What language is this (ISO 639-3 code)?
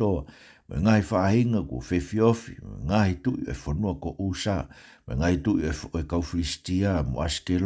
ton